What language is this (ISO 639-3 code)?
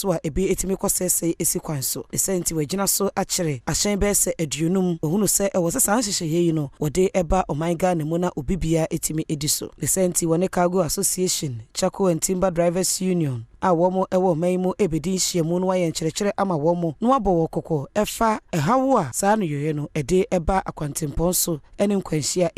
aka